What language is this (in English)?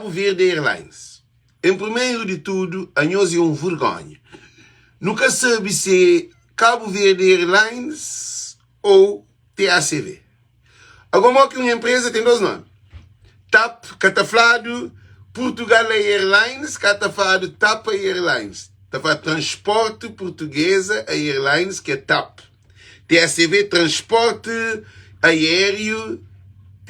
Kabuverdianu